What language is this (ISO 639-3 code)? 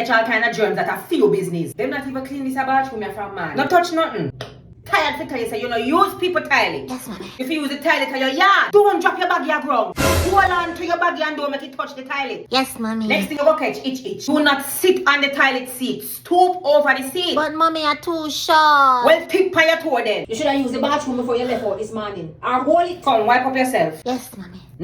jam